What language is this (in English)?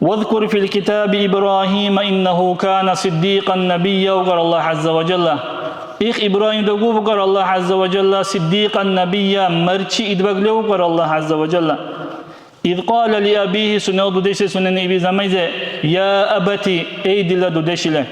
Dargwa